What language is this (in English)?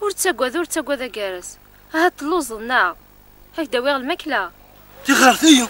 Kabyle